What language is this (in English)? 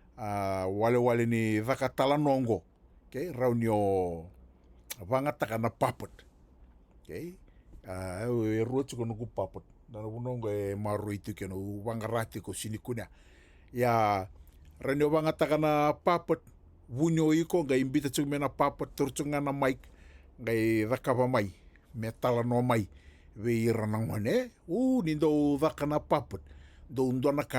Fijian